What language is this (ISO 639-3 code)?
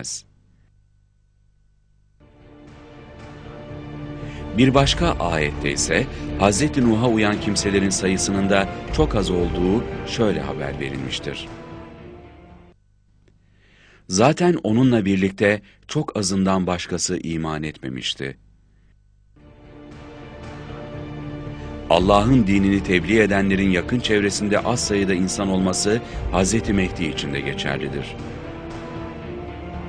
tur